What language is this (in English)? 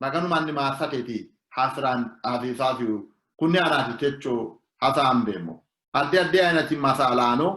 Sidamo